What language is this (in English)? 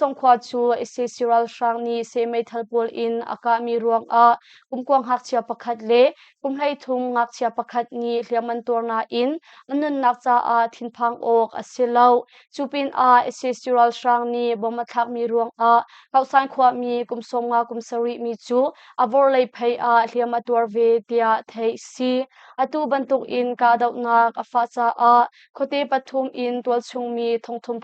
Hakha Chin